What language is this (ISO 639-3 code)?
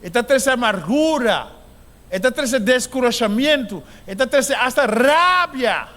pap